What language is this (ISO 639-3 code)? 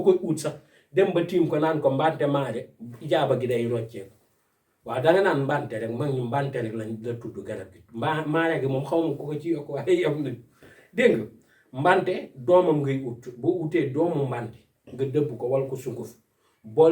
wol